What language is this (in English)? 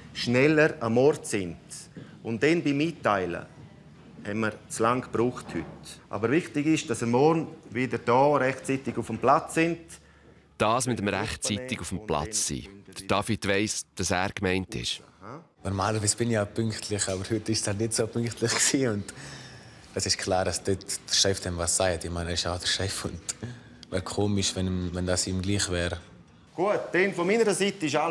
Swiss German